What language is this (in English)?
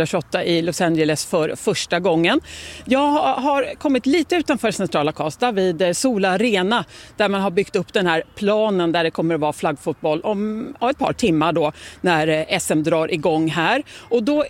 Swedish